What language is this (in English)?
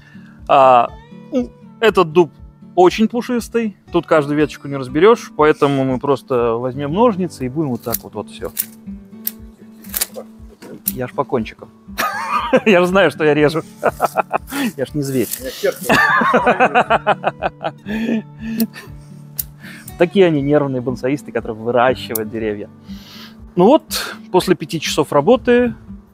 Russian